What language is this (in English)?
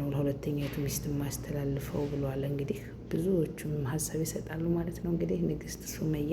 Amharic